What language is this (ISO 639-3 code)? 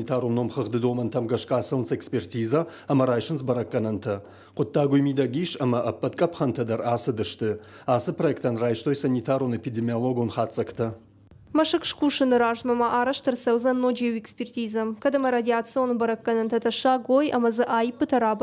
oss